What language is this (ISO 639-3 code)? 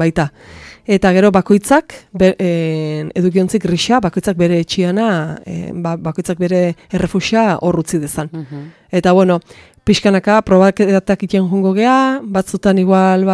eus